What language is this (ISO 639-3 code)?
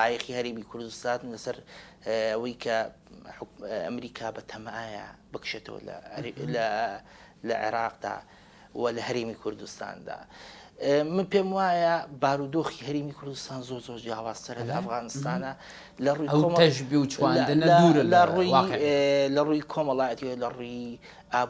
ckb